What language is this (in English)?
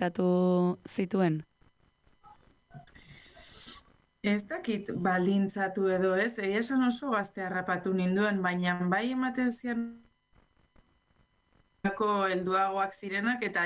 Basque